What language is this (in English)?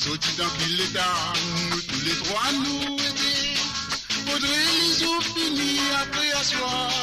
Morisyen